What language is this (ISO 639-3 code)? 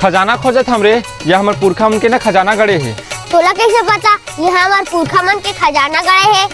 hne